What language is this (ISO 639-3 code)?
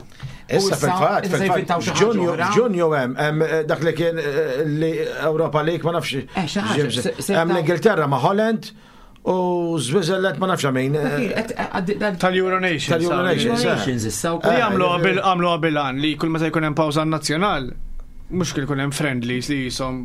mlt